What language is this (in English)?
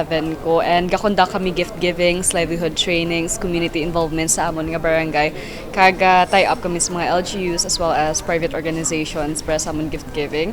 Hiligaynon